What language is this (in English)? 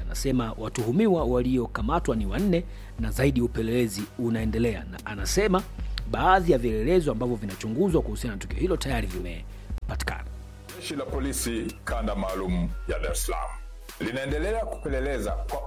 Swahili